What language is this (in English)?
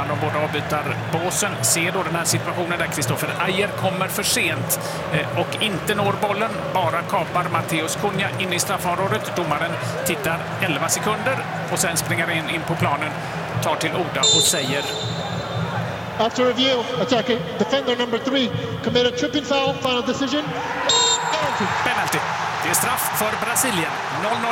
Swedish